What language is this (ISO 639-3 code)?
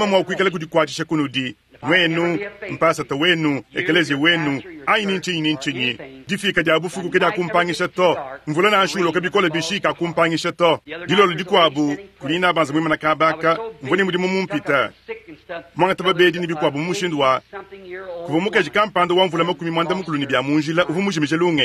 lua